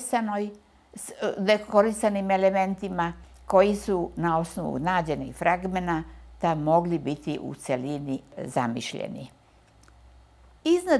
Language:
Serbian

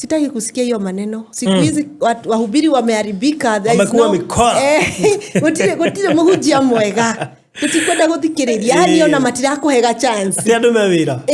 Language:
Kikuyu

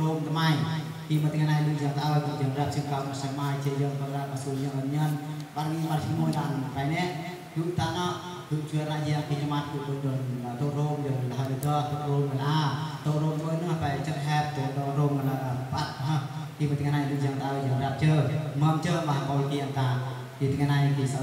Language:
Eastern Bru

